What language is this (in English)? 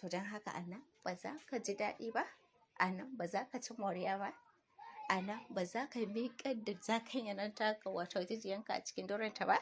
Hausa